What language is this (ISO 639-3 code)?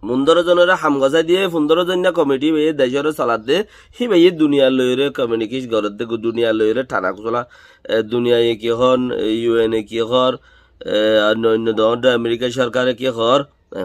rhg